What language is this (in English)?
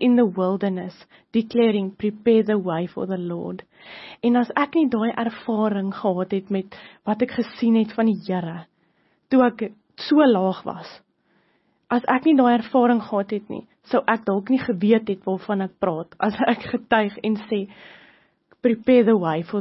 Afrikaans